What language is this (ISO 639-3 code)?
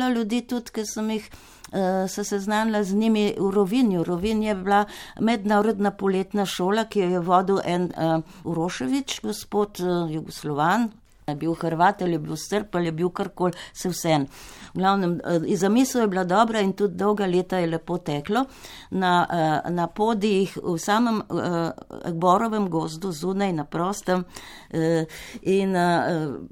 slv